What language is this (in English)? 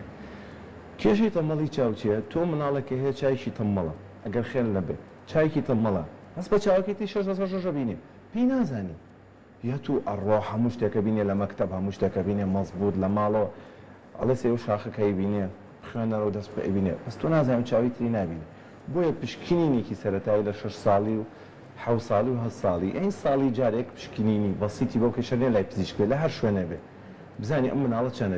Central Kurdish